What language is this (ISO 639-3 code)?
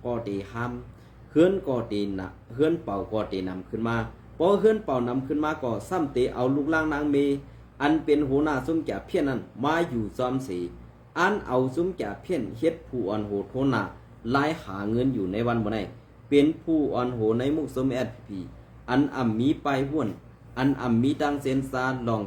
shn